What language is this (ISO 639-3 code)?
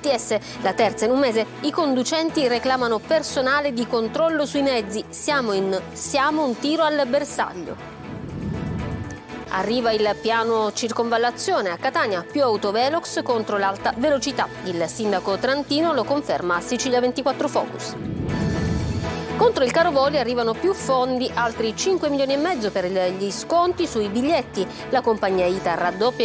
ita